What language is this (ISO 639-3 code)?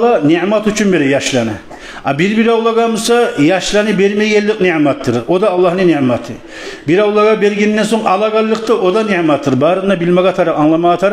kum